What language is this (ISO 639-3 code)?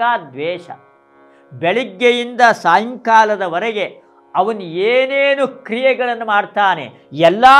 kan